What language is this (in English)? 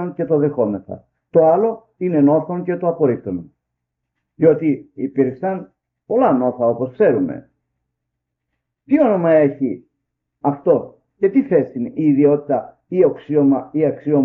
Greek